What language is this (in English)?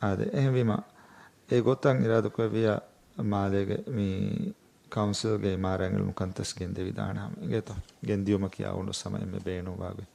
Divehi